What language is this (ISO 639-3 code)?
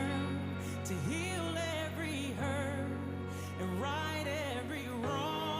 gil